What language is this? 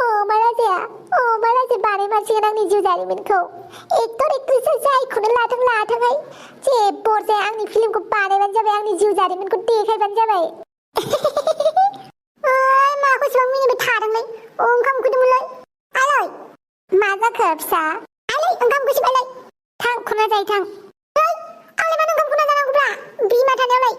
Bodo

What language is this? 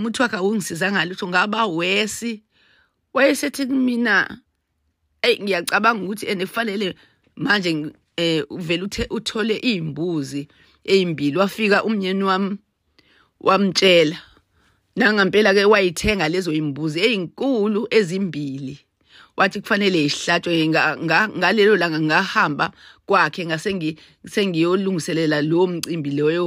Zulu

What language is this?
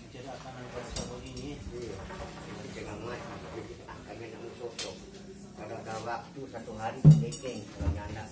Manado Malay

